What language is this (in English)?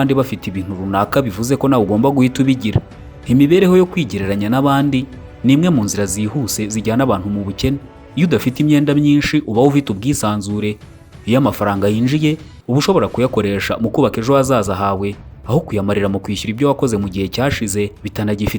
Kinyarwanda